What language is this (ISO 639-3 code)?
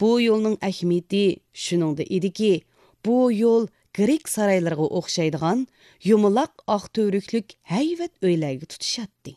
uig